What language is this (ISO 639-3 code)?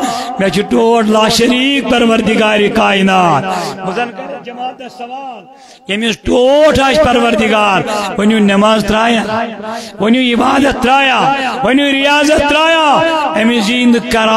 kas